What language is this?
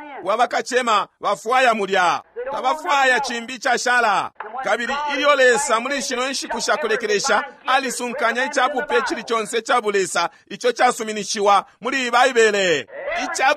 Bemba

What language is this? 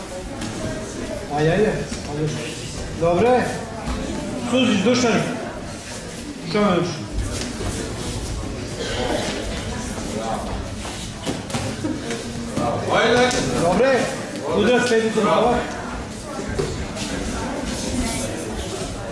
Serbian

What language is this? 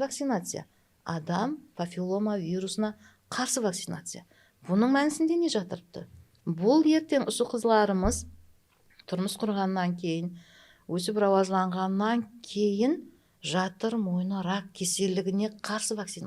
Kara-Kalpak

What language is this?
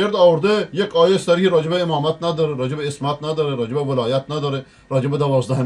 Persian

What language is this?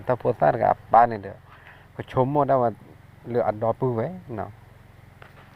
S'gaw Karen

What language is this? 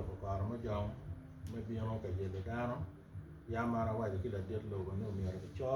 Acoli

